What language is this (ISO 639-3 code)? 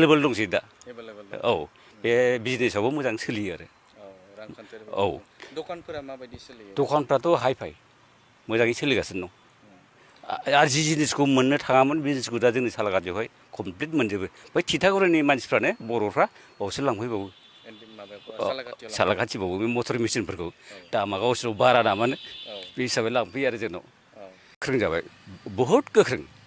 brx